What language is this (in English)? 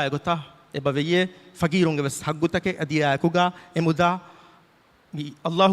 Divehi